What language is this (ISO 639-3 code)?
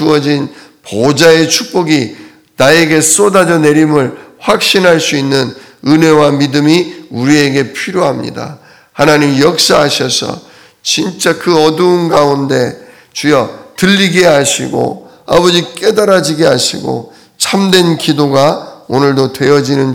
kor